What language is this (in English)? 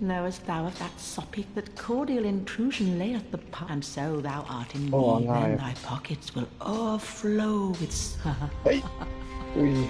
Swiss German